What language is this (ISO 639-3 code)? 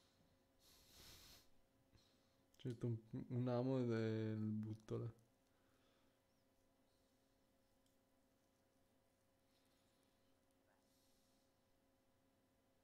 ita